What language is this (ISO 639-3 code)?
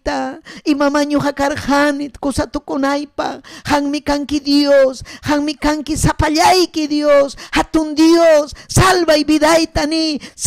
quy